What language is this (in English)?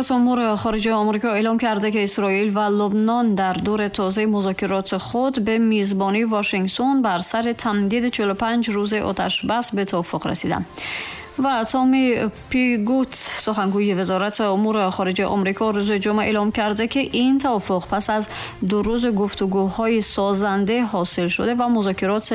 Tajik